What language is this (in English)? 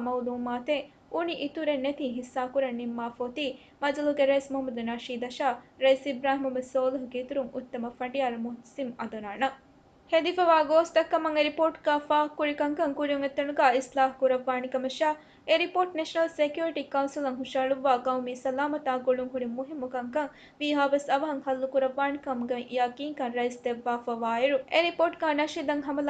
Divehi